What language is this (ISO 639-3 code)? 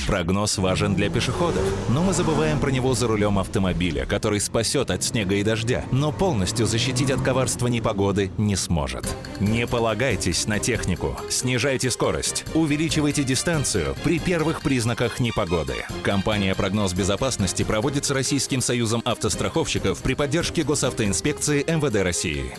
rus